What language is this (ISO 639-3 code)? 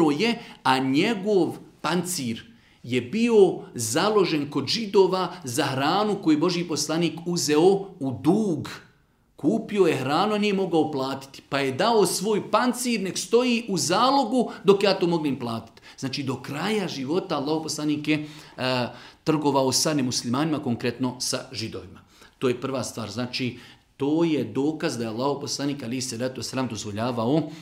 bos